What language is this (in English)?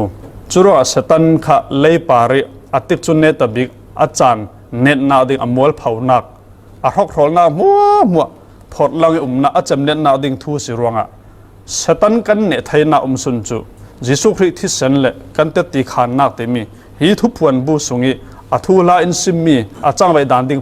Falam Chin